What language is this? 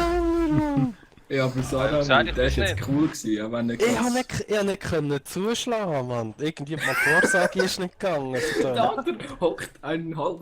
Swiss German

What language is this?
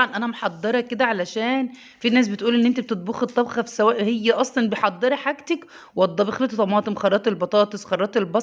Egyptian Arabic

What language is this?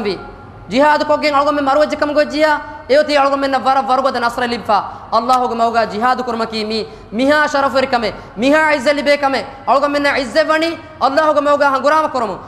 Divehi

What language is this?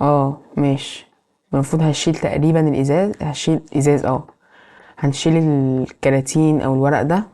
Egyptian Arabic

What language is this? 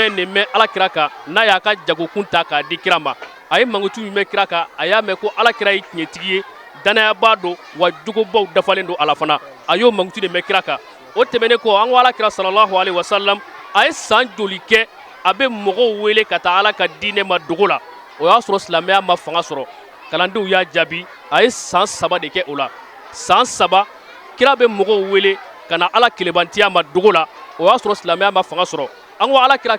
Bambara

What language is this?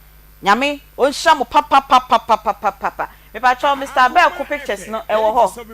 Akan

